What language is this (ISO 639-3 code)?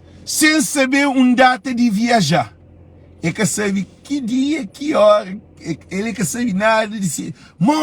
kea